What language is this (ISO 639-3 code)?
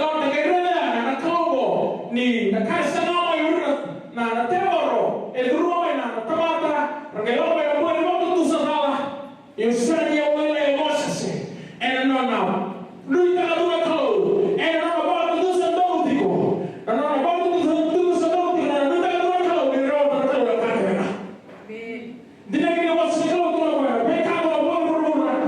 fij